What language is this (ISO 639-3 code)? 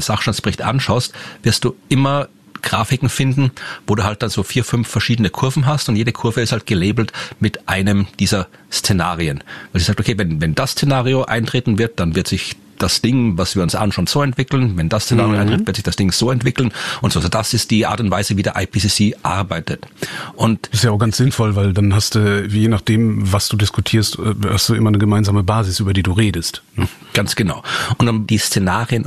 deu